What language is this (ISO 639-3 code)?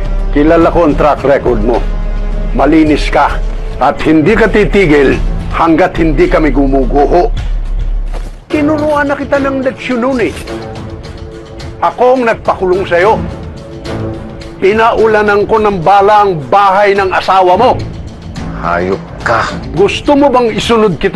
fil